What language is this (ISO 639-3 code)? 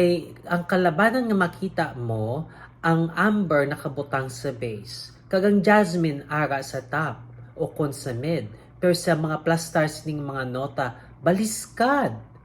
hil